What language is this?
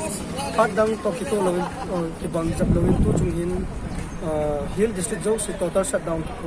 Paite Chin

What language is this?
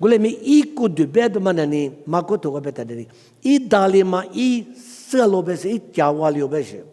Lisu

